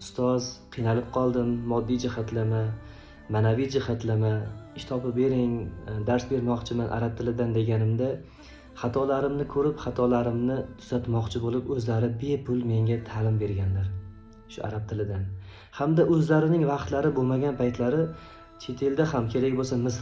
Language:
Uzbek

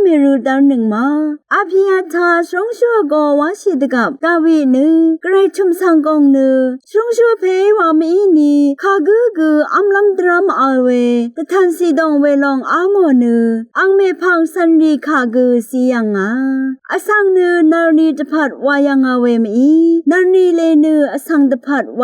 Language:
Rawang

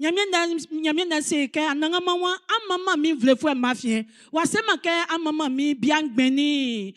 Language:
Baoulé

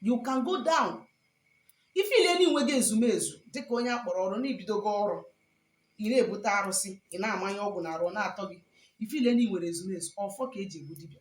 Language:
Igbo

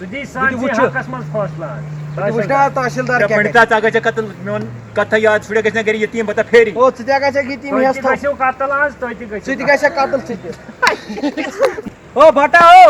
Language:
Kashmiri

